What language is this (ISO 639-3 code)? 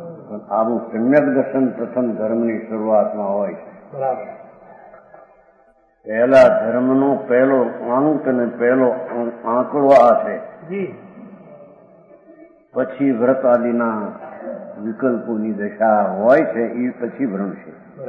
guj